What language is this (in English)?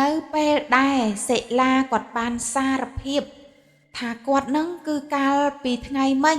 Khmer